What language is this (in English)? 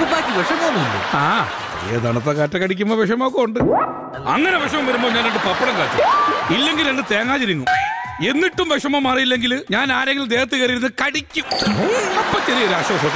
Malayalam